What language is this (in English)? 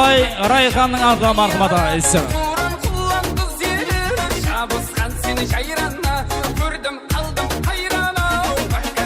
Kara-Kalpak